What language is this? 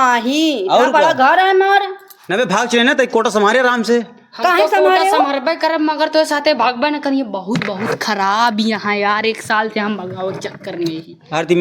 Awadhi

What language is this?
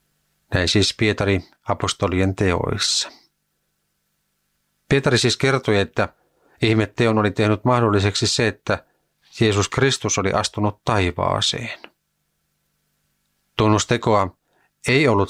Finnish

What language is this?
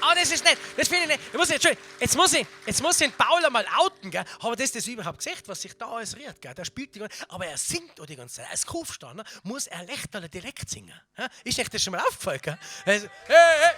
Bavarian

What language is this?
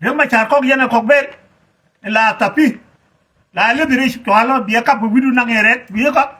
Nuer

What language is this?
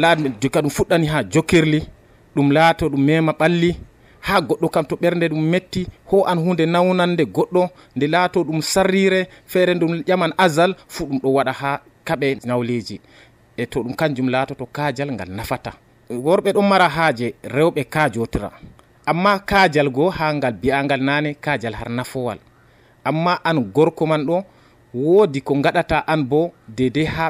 Nigerian Fulfulde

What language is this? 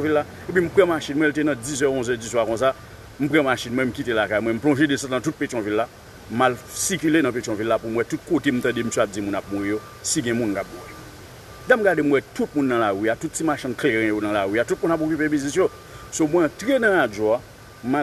Haitian Creole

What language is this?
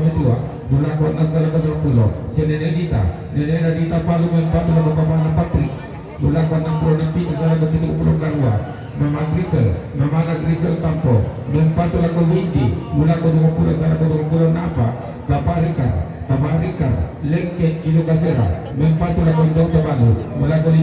Toraja-Sa'dan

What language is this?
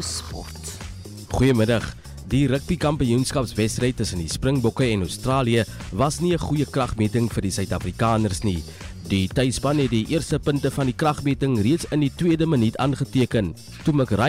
Afrikaans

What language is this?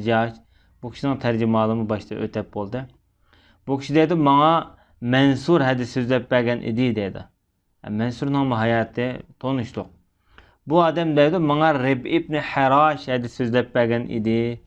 Uyghur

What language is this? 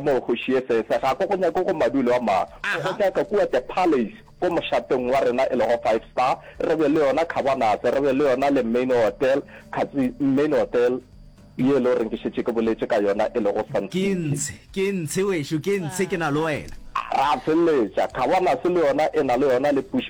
Northern Sotho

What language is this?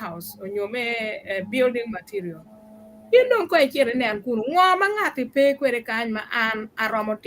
Acoli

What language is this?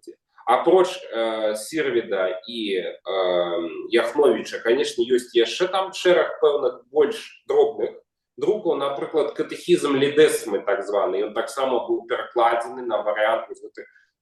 Belarusian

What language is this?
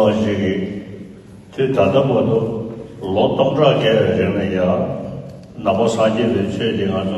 Tibetan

